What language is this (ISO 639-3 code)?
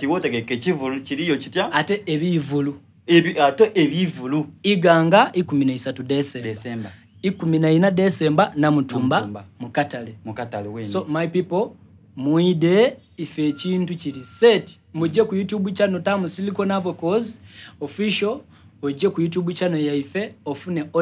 xog